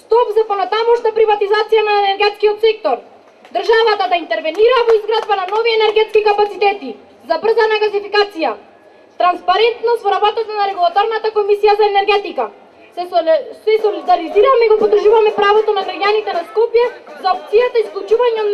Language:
Macedonian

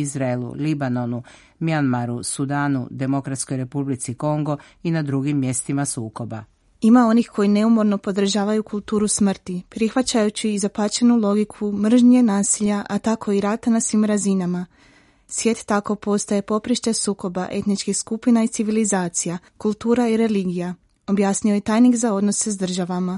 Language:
Croatian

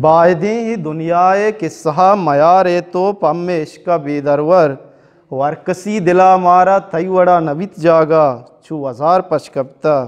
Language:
Eastern Balochi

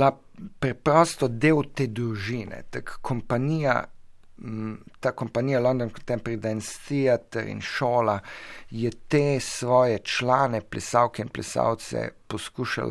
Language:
Slovenian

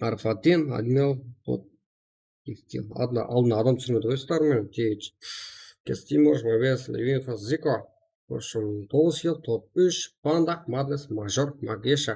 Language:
Kara-Kalpak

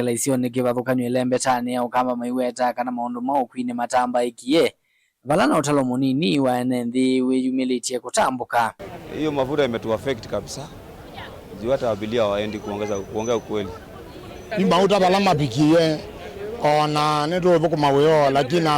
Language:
Kamba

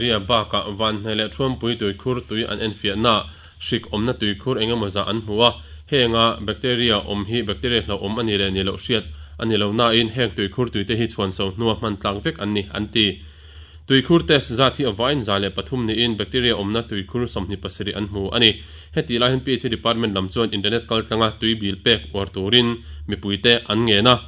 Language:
Mizo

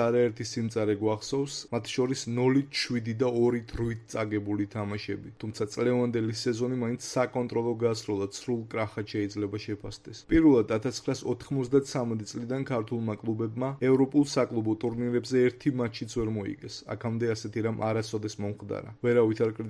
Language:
Georgian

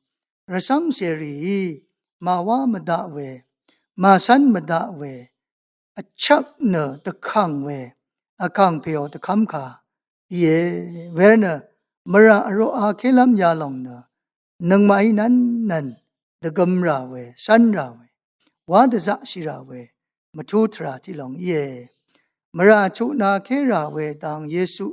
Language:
Rawang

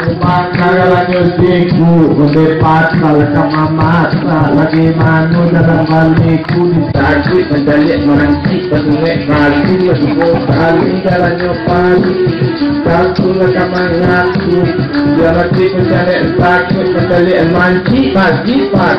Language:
Minangkabau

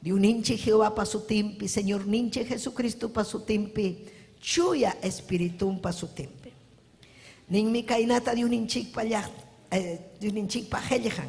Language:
Ayacucho Quechua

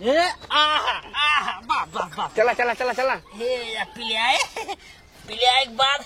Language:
Awadhi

